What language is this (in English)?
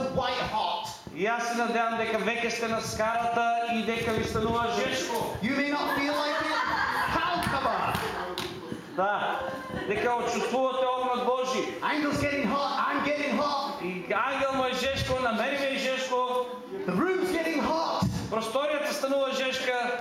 Macedonian